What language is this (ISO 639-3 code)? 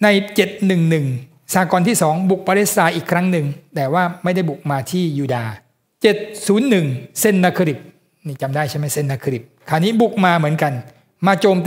tha